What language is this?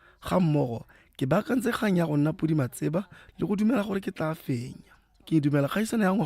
Tswana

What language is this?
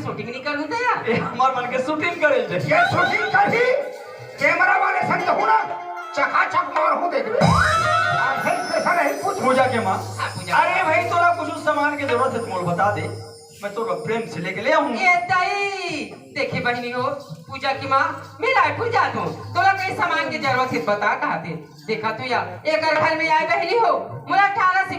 Chhattisgarhi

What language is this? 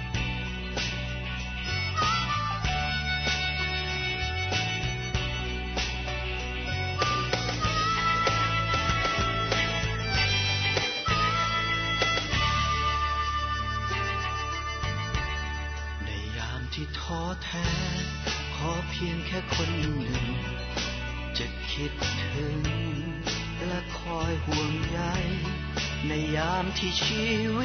Thai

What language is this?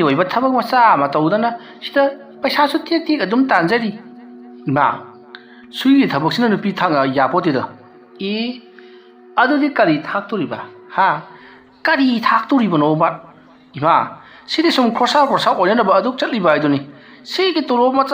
Manipuri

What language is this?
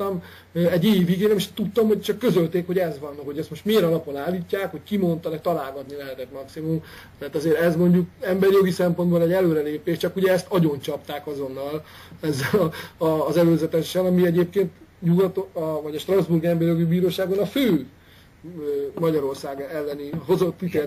Hungarian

